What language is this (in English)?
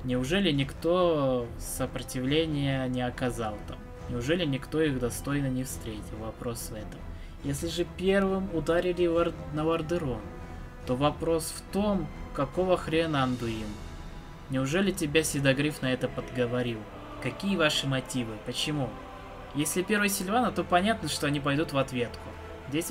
Russian